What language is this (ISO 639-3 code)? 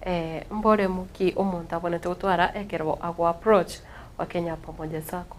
guz